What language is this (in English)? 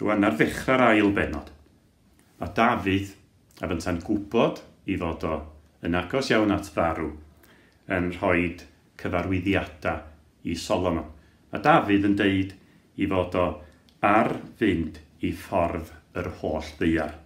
Welsh